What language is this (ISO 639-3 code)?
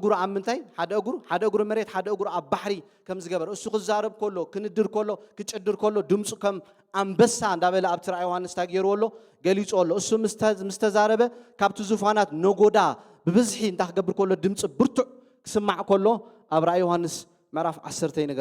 tir